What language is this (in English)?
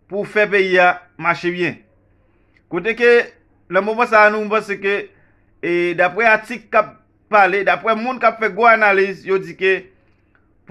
Haitian Creole